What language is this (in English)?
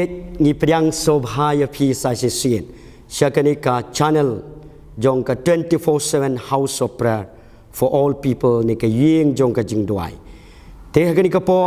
Khasi